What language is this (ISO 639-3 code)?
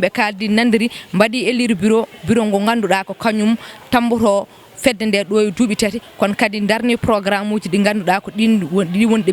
ful